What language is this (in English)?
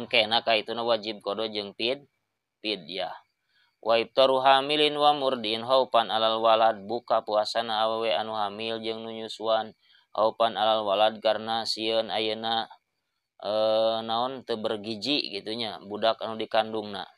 Sundanese